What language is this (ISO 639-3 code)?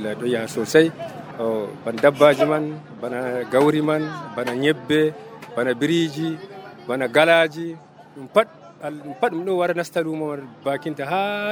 fuv